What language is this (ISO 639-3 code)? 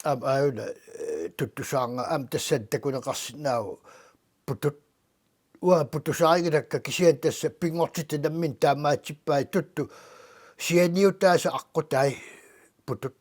kal